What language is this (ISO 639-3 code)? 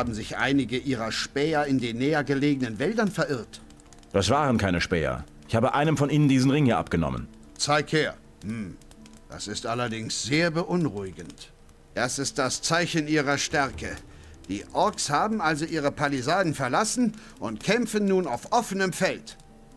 bar